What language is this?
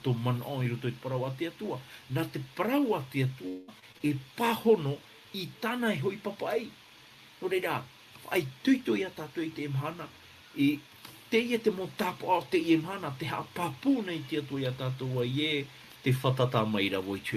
Tahitian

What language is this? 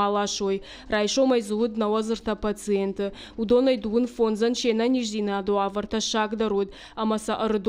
Ossetic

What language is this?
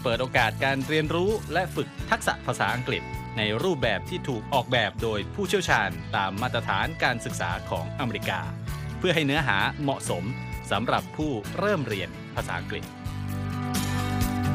Thai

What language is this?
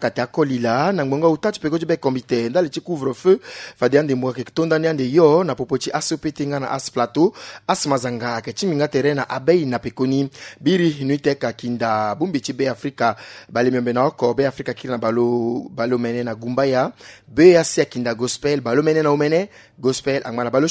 Sango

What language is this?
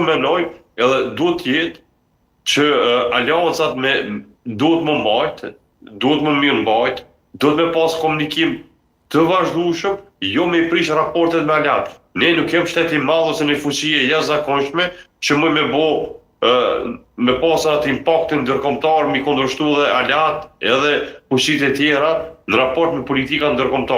Albanian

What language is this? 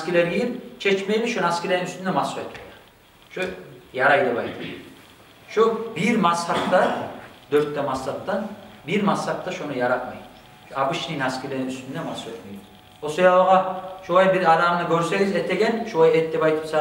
Kumyk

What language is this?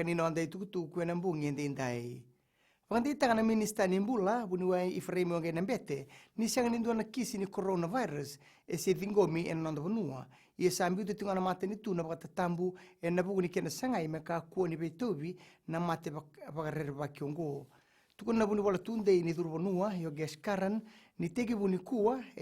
Fijian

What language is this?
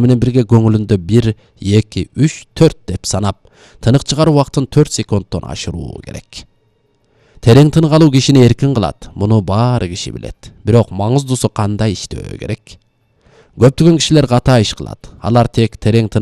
Kyrgyz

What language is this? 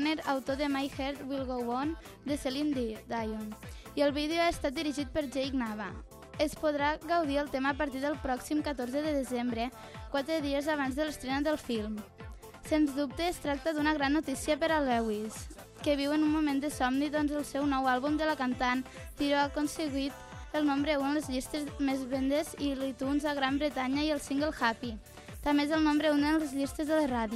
Catalan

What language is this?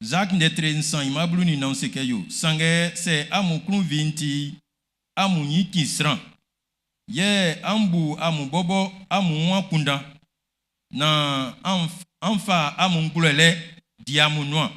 Baoulé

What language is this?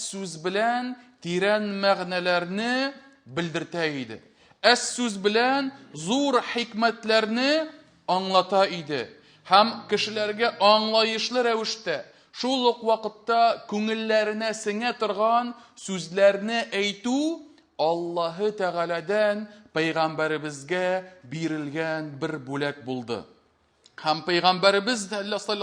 Tatar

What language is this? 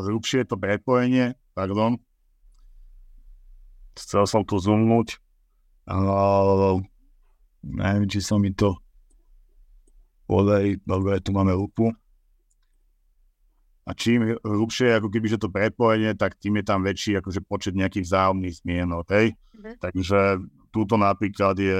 Slovak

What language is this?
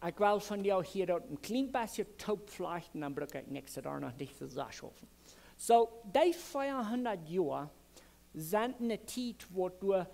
Plautdietsch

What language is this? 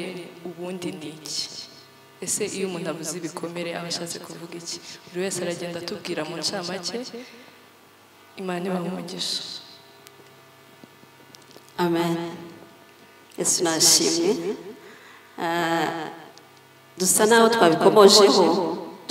Kinyarwanda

